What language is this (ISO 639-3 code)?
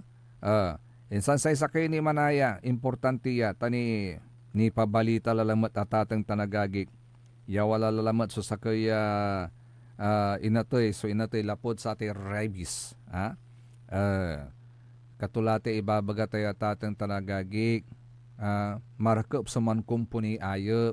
pag